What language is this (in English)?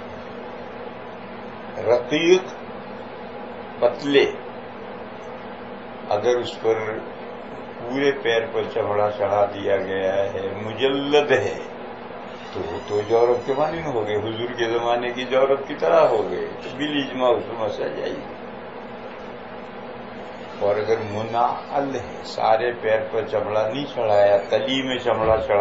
Urdu